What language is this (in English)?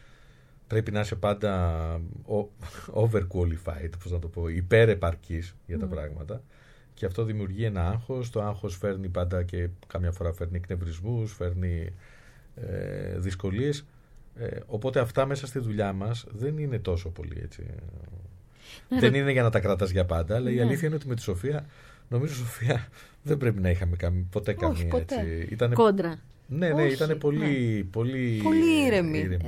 Greek